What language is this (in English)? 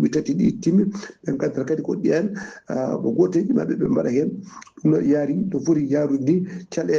Fula